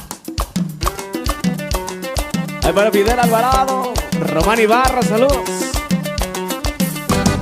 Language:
Spanish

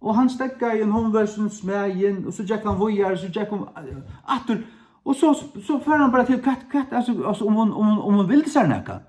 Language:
Faroese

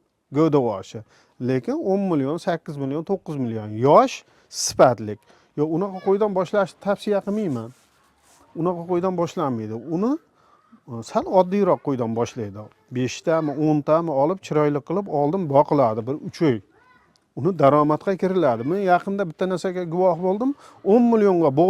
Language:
Uzbek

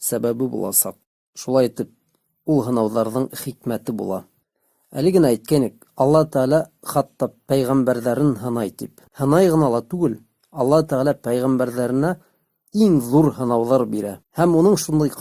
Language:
Bashkir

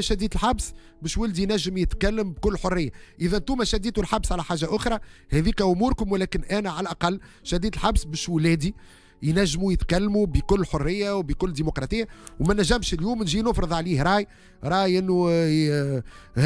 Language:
Tunisian Arabic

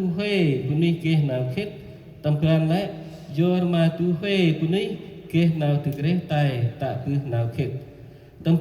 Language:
Central Mnong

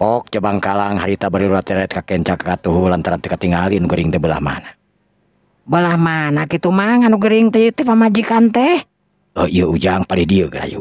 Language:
Sundanese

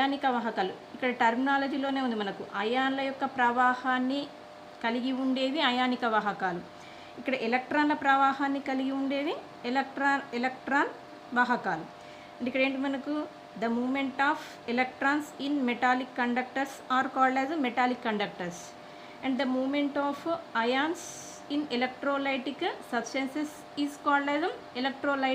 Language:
Telugu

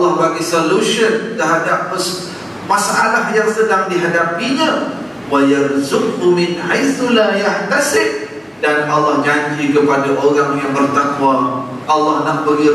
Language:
Malay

